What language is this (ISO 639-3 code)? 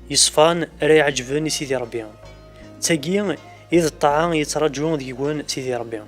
kab